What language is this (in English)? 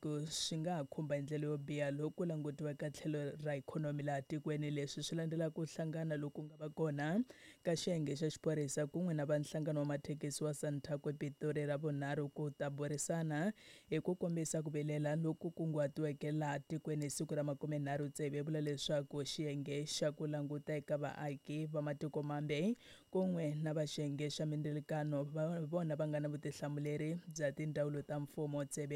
Tsonga